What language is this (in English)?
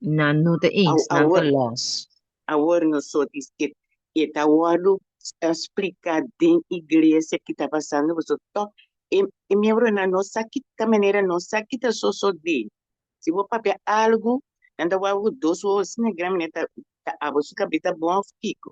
Papiamento